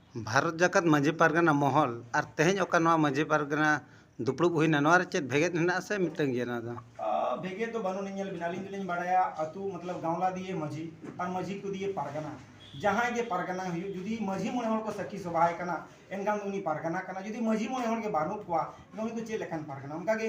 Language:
Santali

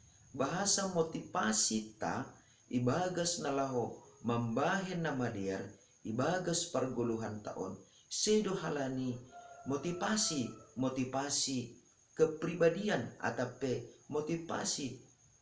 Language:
Batak Simalungun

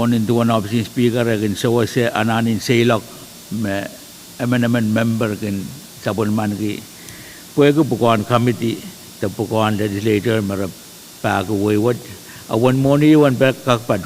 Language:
Pohnpeian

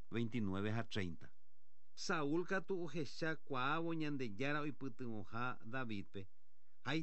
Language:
Guarani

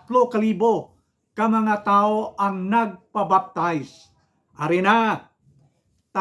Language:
Hiligaynon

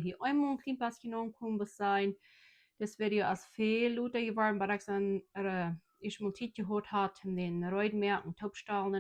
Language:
Plautdietsch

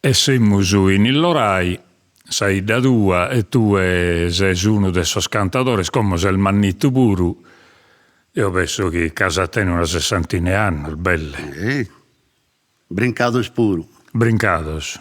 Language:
Sardinian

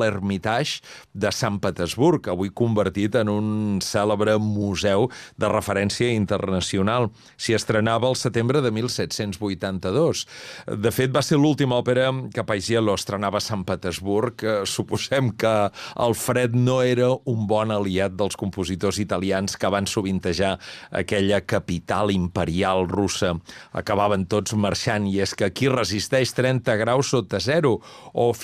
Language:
Catalan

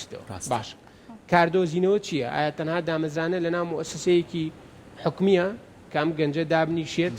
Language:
Central Kurdish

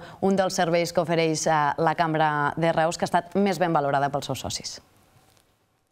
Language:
Catalan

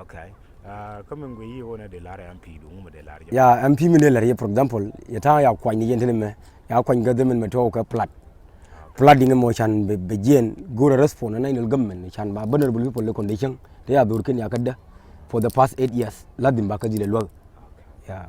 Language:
Nuer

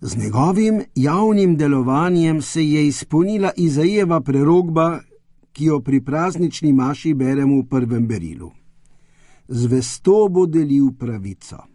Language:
Slovenian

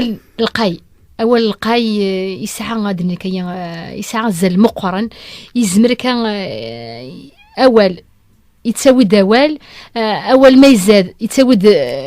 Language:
Kabyle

